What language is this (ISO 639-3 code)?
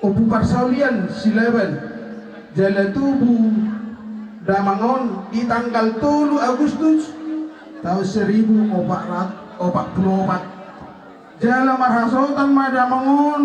bbc